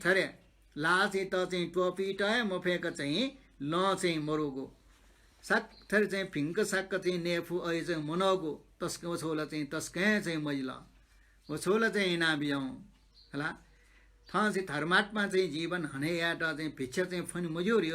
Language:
Newari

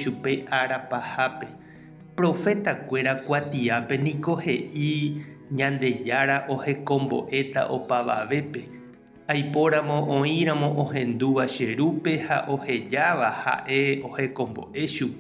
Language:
Guarani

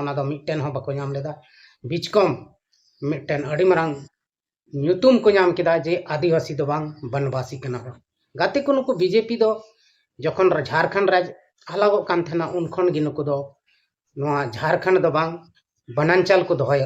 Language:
Santali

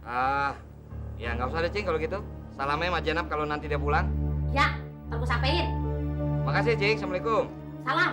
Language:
Betawi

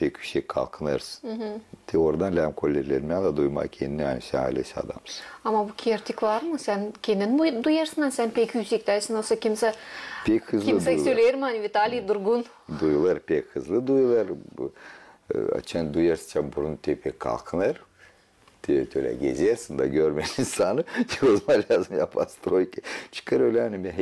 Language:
Gagauz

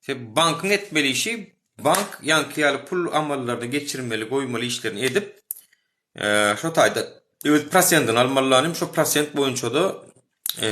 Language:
Turkmen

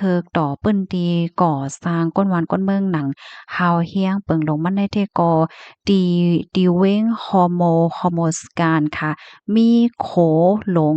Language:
Shan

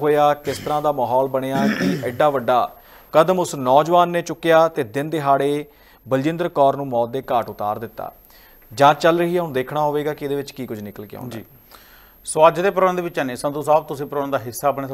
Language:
Punjabi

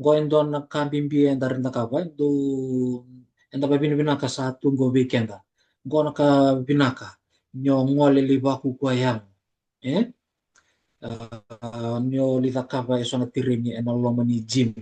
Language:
Fijian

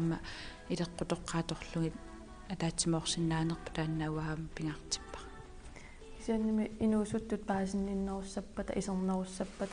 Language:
Kalaallisut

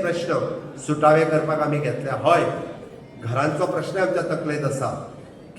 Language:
Konkani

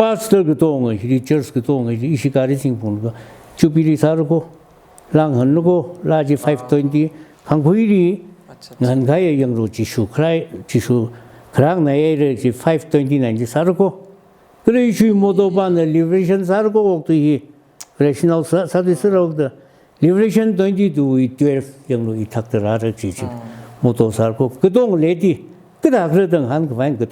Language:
Tangkhul Naga (India)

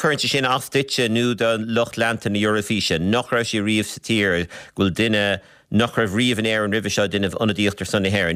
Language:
Irish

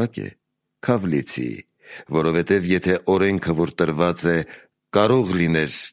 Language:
Armenian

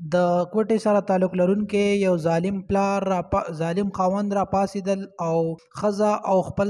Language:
Pashto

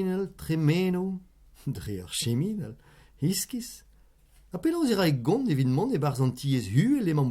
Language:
Breton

